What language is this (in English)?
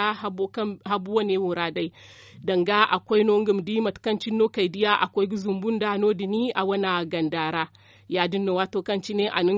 Zarma